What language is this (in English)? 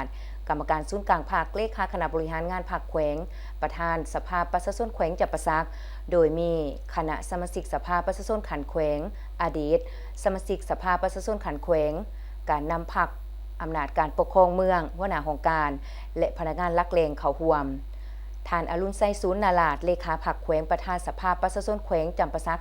Lao